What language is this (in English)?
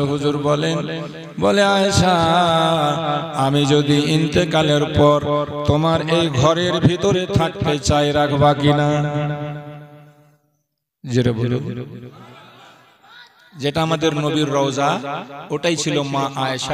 Bangla